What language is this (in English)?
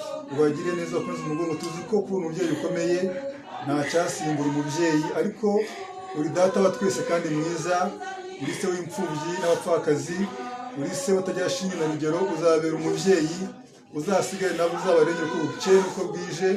Kinyarwanda